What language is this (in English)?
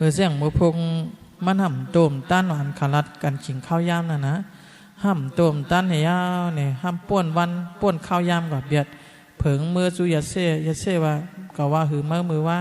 Shan